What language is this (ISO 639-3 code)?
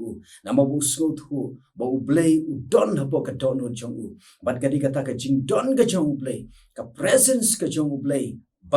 kha